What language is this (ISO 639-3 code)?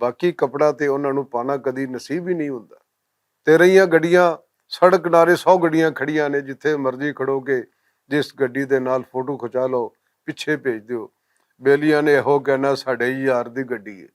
lah